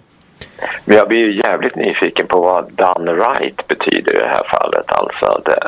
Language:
Swedish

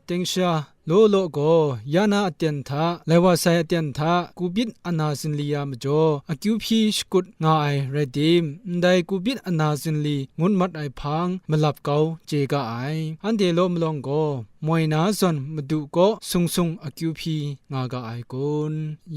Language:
Kachin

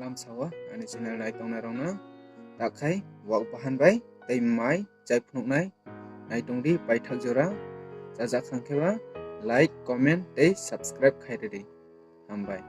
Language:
Kok Borok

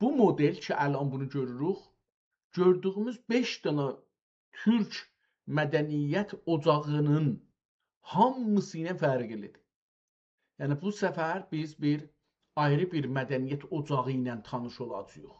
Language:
South Azerbaijani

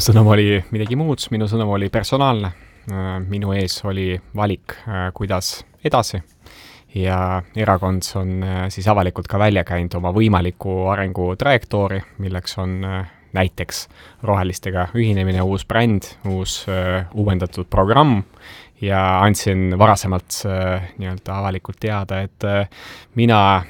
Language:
Estonian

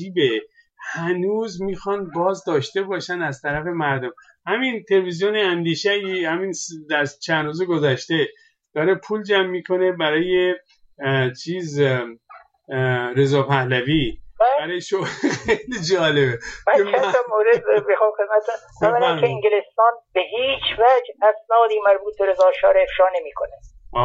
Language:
Persian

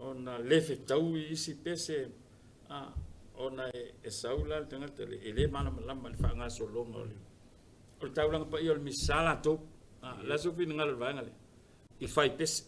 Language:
Samoan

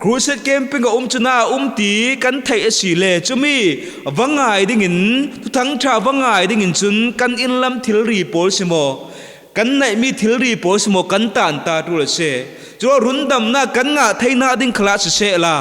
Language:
Falam Chin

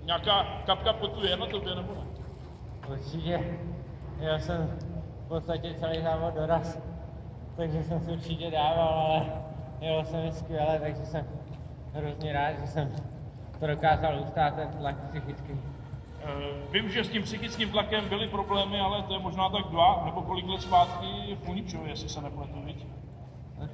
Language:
Czech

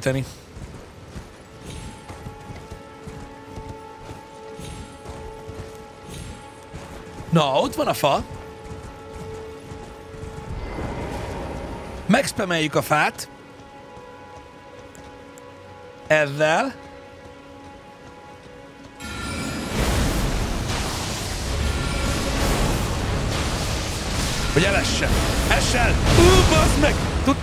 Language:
Hungarian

